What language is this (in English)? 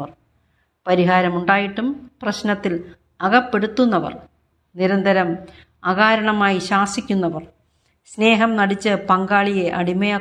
Malayalam